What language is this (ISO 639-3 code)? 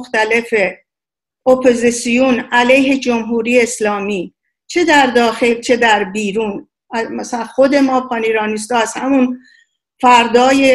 fas